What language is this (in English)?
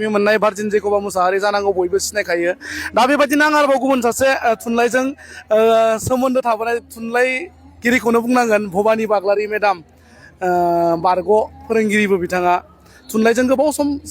Bodo